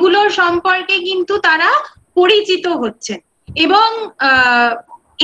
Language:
Bangla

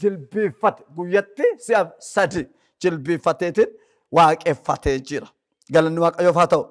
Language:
Oromo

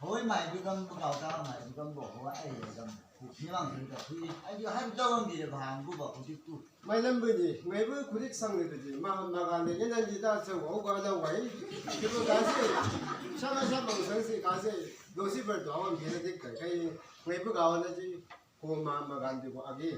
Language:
Chang Naga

